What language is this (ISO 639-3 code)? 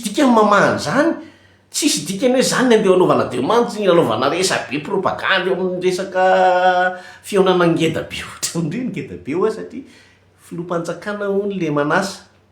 mlg